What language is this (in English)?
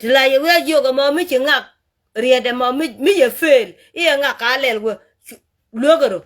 Nuer